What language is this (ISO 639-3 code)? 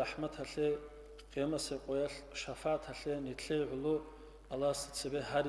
ava